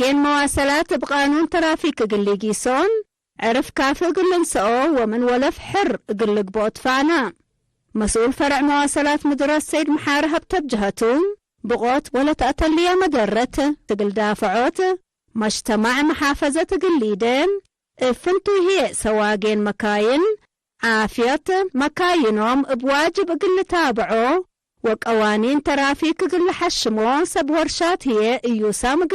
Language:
Tigre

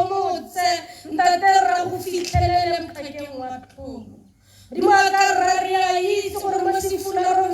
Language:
Tswana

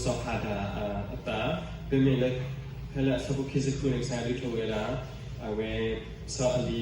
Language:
S'gaw Karen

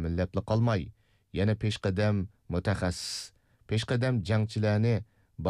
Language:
Uyghur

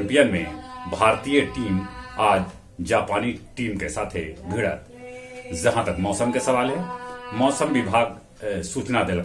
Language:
Magahi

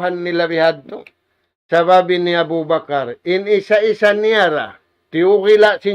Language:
Tausug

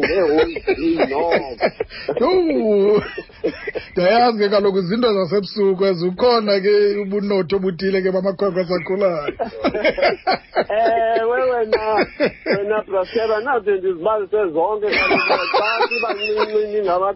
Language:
Xhosa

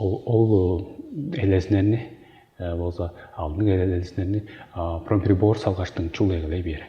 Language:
Tuvinian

